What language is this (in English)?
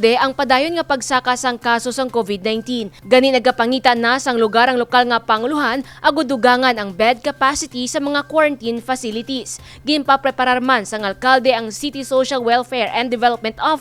Hiligaynon